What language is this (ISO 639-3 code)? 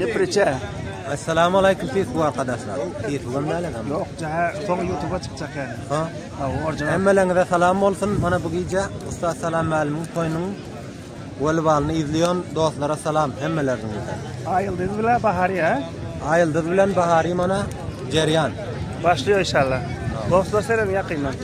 tuk